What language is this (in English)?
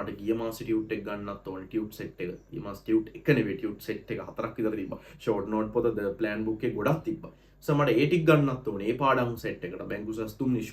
Sinhala